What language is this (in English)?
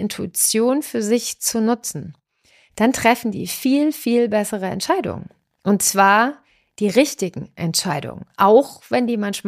German